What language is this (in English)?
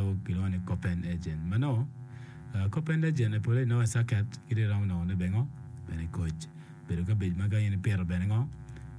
Acoli